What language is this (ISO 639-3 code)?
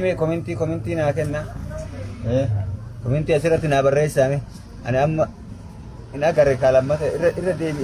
orm